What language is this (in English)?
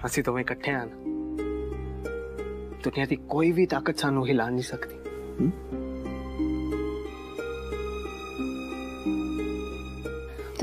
Punjabi